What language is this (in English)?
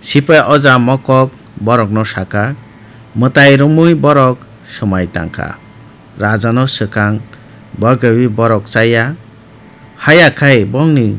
Kok Borok